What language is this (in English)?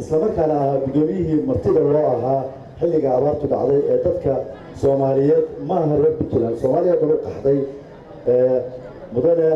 Somali